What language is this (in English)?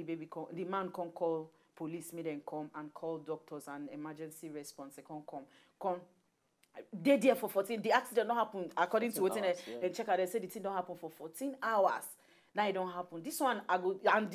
Nigerian Pidgin